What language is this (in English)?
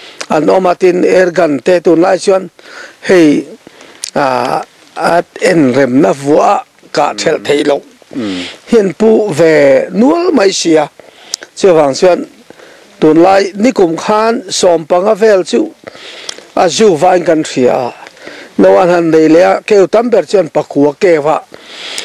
Mizo